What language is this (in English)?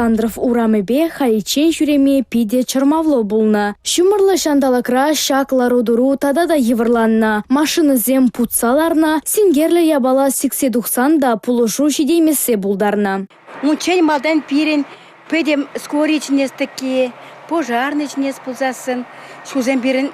Chuvash